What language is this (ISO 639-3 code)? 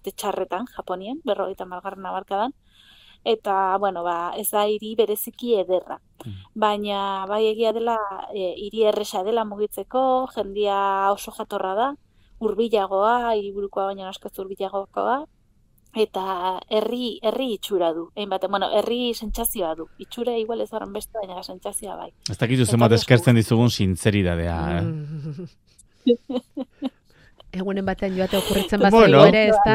eus